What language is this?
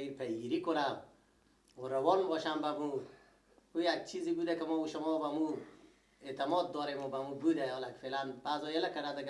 Persian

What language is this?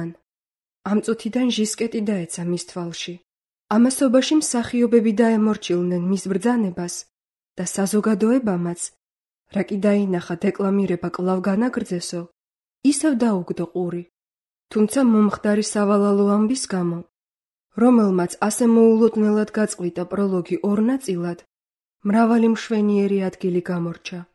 Georgian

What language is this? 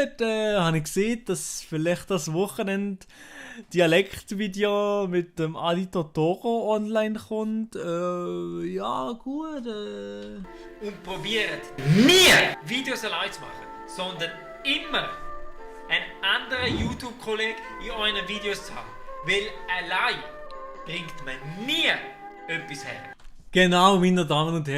Swiss German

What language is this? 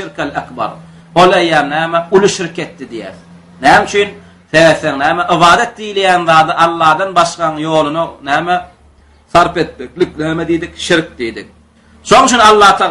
Turkmen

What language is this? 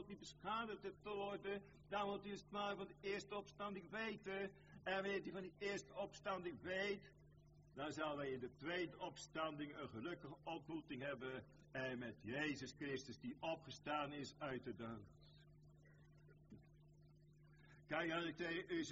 Dutch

